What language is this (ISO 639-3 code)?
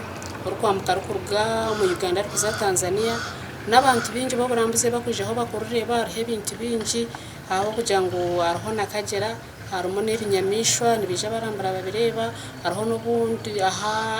nyn